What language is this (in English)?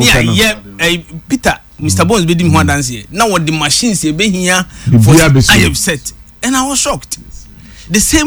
Akan